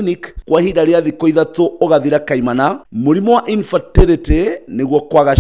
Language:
Kikuyu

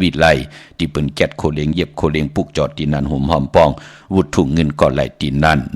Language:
Shan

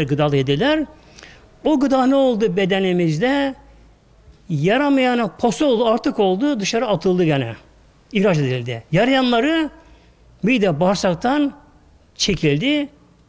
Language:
Turkish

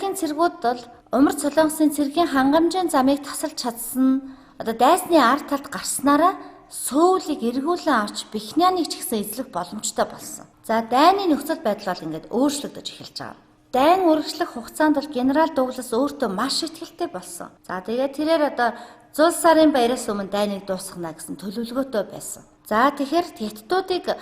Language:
Mongolian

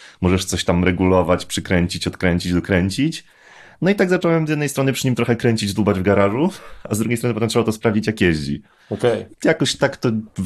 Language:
Polish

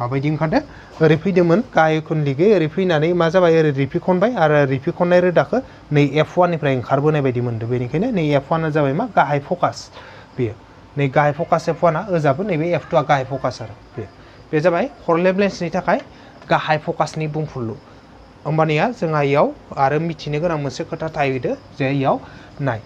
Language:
Bodo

